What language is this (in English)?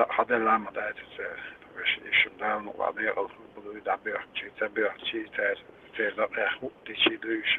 Chechen